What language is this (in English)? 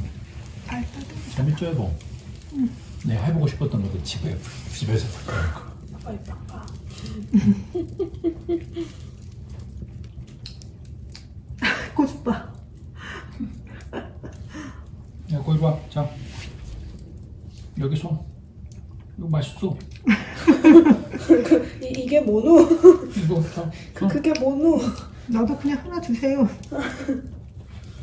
Korean